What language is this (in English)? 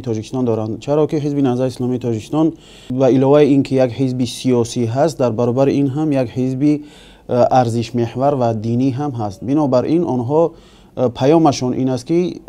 Tajik